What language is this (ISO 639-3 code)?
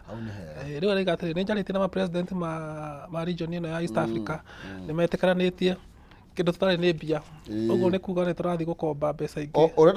kik